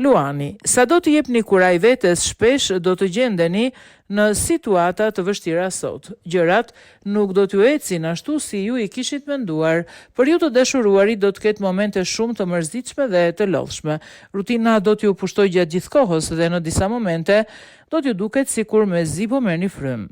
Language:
Albanian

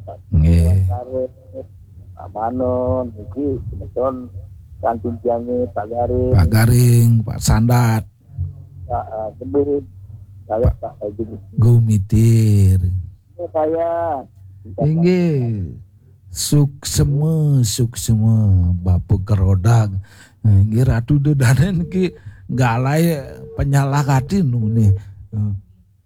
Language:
Balinese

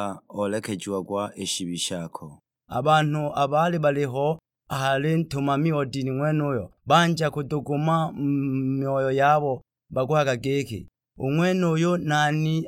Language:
Sukuma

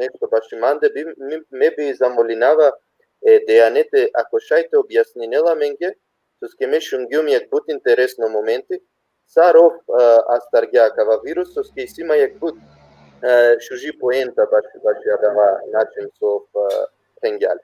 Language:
Balkan Romani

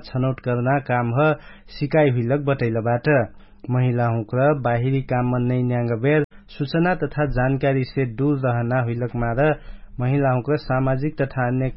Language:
Dangaura Tharu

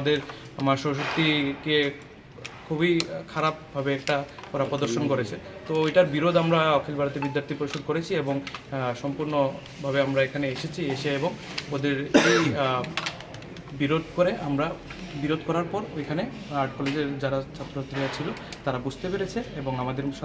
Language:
Bangla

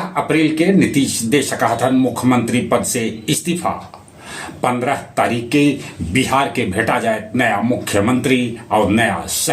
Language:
Magahi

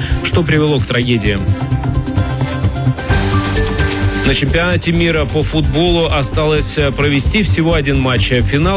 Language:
Russian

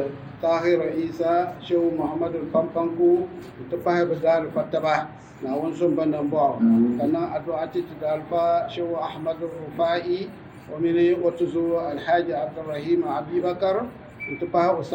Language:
Dagbani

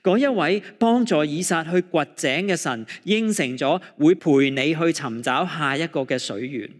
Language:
Cantonese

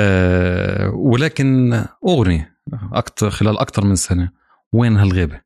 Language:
North Levantine Arabic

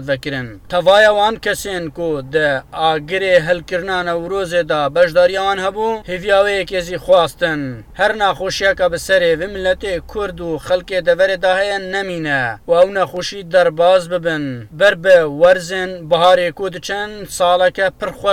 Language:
Kurdish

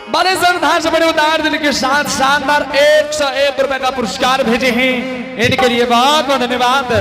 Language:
Angika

